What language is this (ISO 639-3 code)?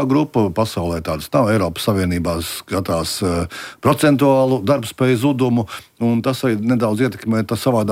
lav